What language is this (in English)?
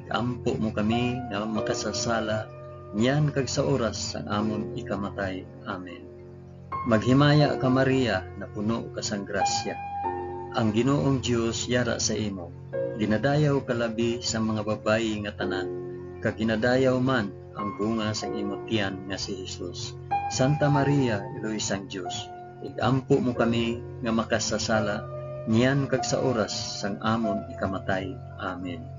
Hiligaynon